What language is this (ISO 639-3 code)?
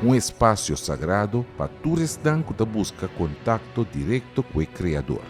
pap